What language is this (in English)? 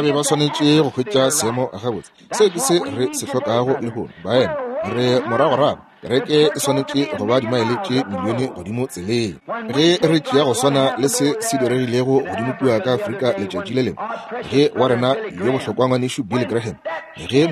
Northern Sotho